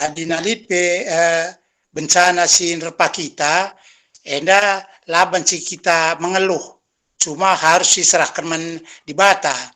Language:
Batak Karo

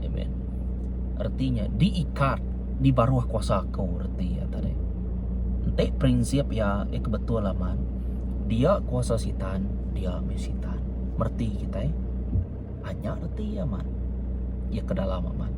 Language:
Iban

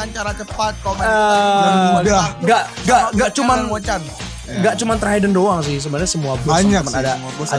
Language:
Indonesian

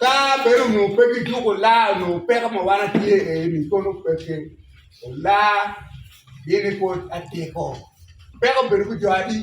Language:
Acoli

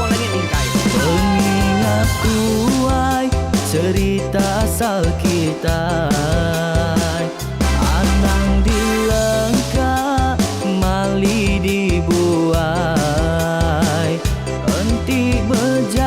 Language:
Iban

